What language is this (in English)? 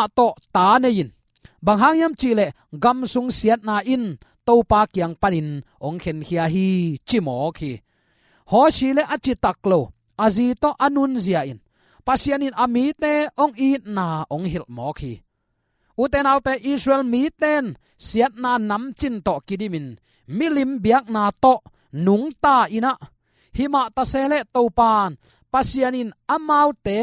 Tedim Chin